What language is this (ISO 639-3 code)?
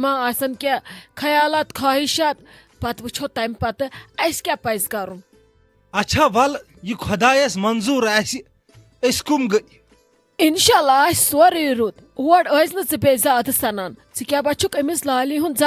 kas